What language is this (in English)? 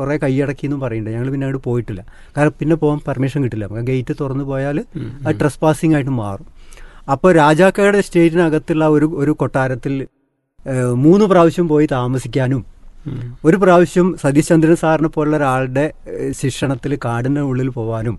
Malayalam